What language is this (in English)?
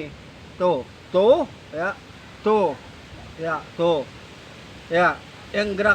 Betawi